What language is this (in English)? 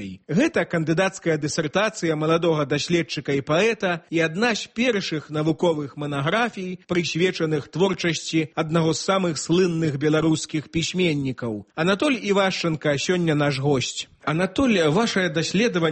Belarusian